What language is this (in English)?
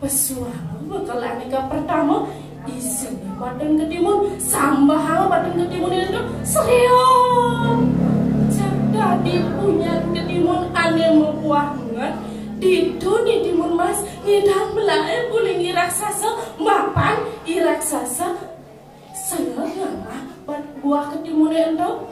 Balinese